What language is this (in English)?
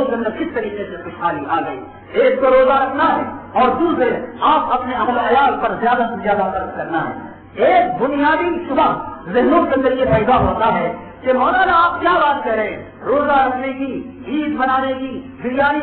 Urdu